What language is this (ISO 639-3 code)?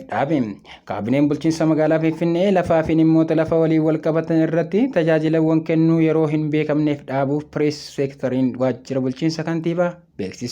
orm